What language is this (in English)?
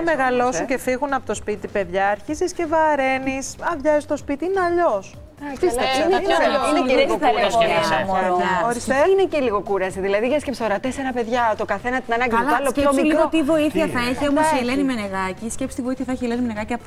Greek